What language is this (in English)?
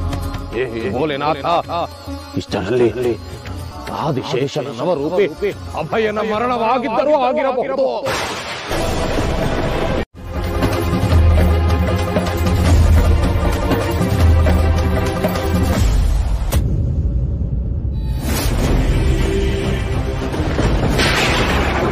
Kannada